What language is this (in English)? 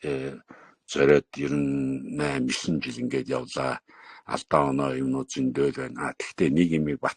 Mongolian